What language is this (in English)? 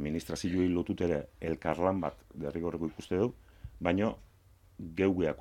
Basque